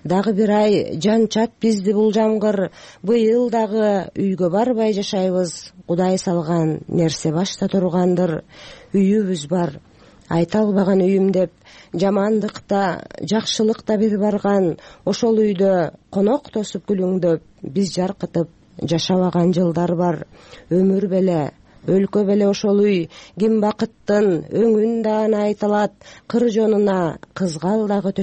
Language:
Kyrgyz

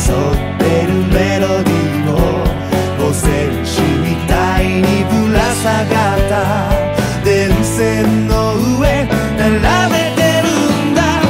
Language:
Japanese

